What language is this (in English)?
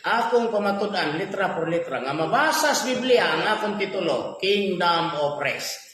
Cebuano